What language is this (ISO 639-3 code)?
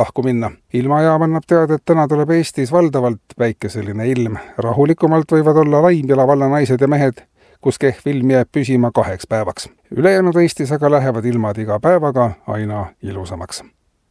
est